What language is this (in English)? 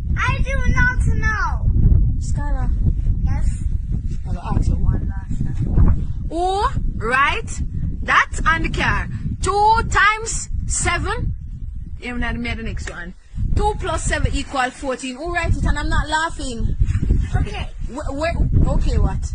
Jamaican Creole English